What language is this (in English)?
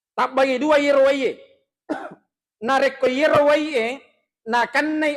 Buginese